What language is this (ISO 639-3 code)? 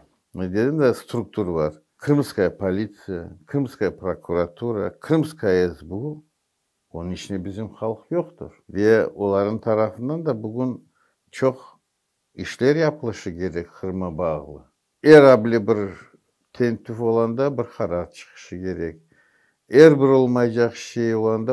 crh